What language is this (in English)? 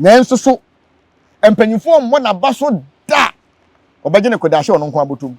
Akan